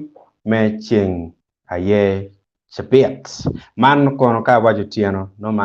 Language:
Acoli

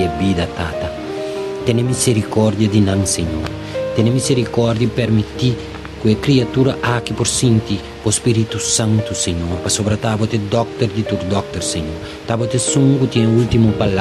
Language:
Papiamento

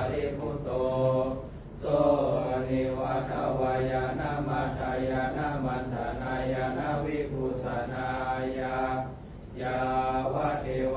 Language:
Pali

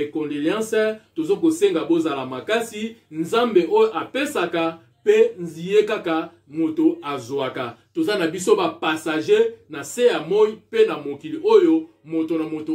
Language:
Lingala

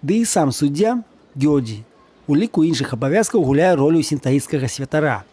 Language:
Belarusian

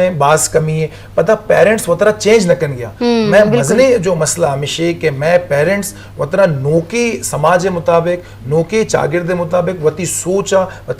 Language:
Eastern Balochi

